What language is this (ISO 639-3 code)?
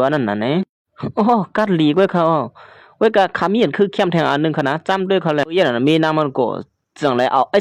shn